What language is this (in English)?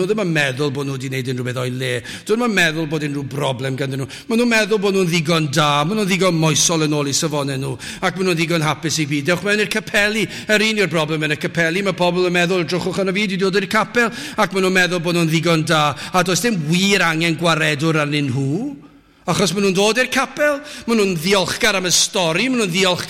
Welsh